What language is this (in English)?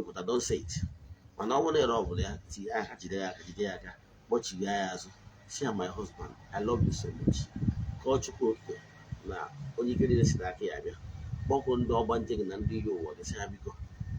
Igbo